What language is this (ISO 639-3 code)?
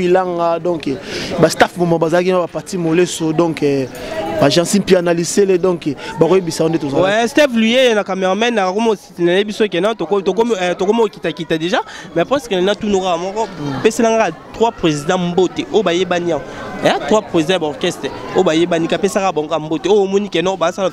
lin